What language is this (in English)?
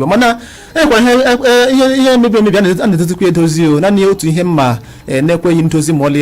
Igbo